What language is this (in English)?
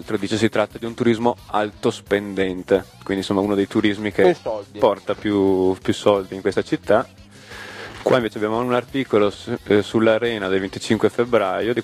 Italian